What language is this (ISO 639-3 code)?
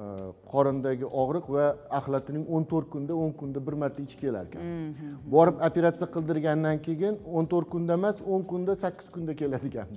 uzb